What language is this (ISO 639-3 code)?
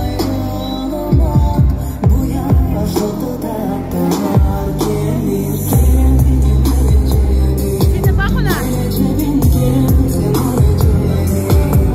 crh